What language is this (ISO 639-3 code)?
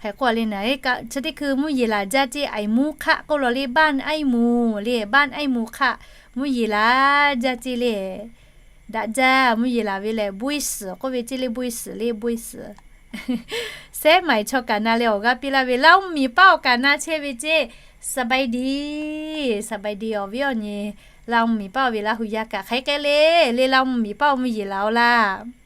lhu